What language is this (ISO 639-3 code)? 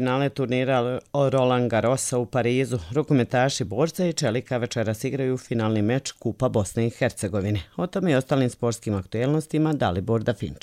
bos